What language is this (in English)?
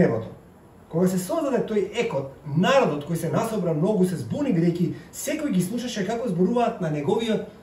Macedonian